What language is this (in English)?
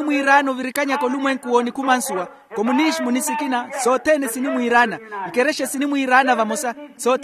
Makhuwa